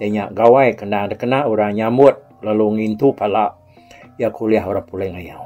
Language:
Iban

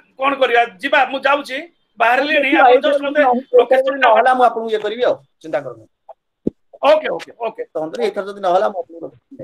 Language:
Odia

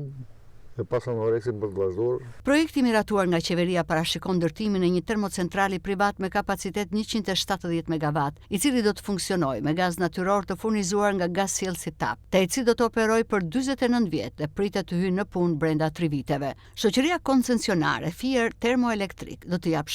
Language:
Albanian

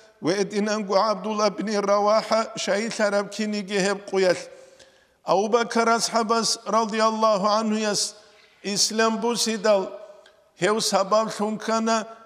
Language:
Avaric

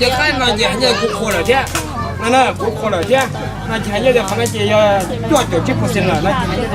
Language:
Hmong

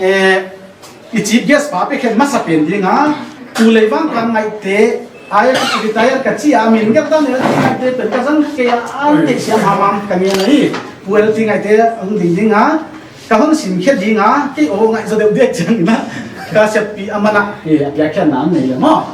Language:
Paite Chin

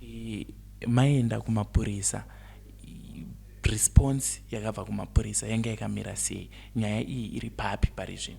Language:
Shona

